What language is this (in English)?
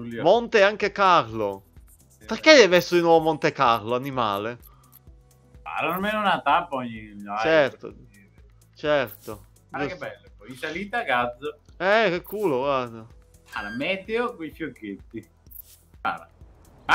Italian